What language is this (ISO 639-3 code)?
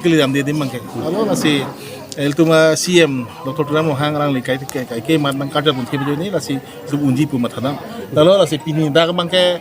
mjw